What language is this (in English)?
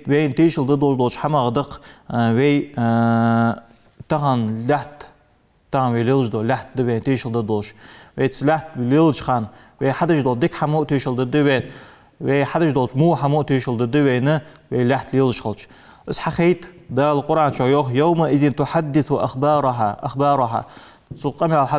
Ingush